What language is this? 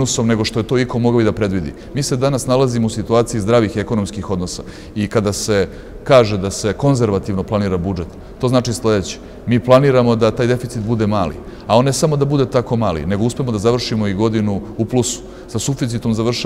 Serbian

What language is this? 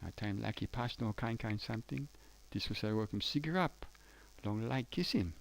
Tok Pisin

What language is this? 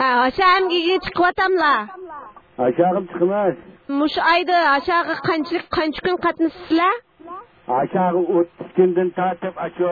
Uyghur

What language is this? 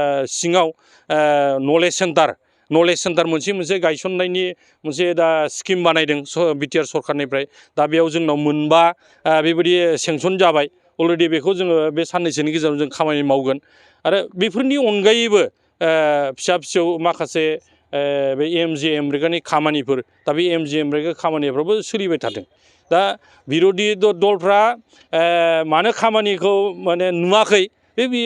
Bodo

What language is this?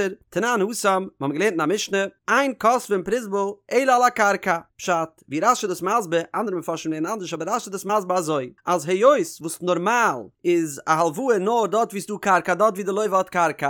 Yiddish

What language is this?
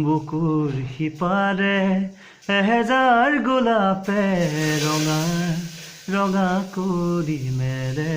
Assamese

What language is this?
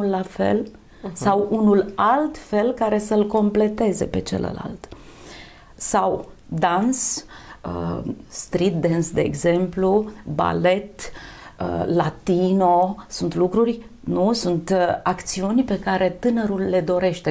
Romanian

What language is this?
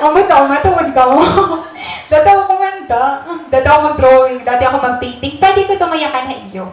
Waray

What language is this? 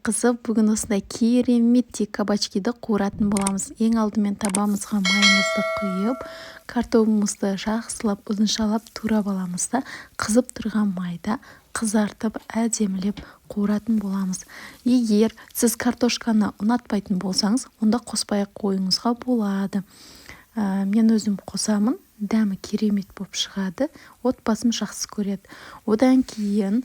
Kazakh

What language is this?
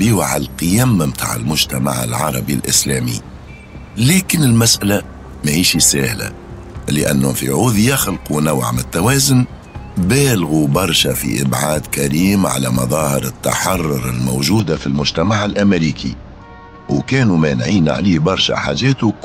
Tunisian Arabic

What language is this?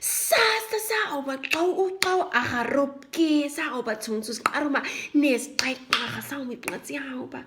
Nama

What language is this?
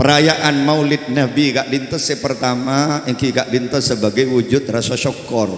Madurese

